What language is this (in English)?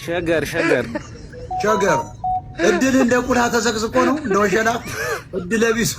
Amharic